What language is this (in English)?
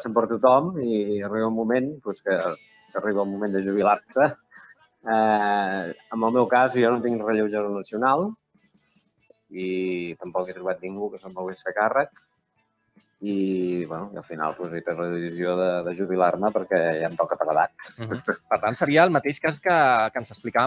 Catalan